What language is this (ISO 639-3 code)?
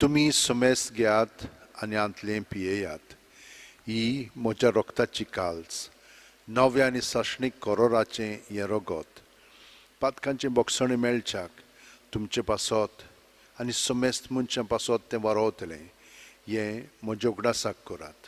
kok